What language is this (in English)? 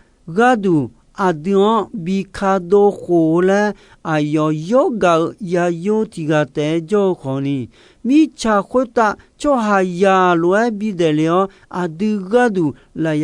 Akha